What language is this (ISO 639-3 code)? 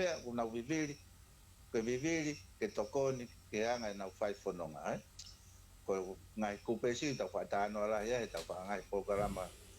ton